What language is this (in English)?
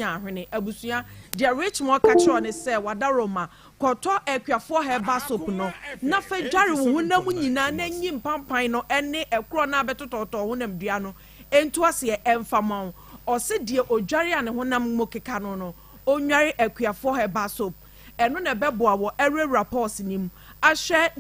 Akan